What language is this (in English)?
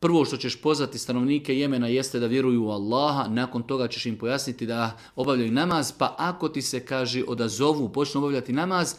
Bosnian